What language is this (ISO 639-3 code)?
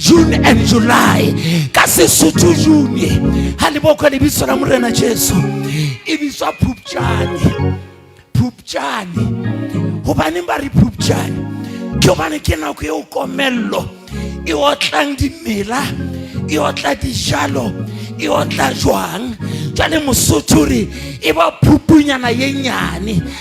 sot